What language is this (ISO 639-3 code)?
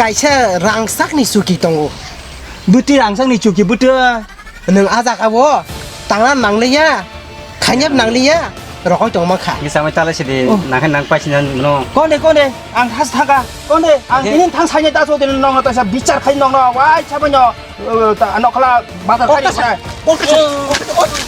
trp